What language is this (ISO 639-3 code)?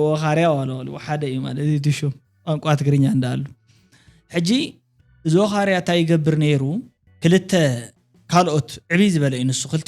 tir